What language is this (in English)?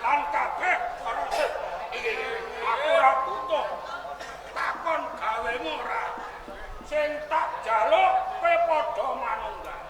Javanese